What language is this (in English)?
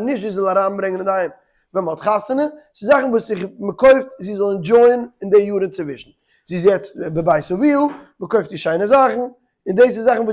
Yiddish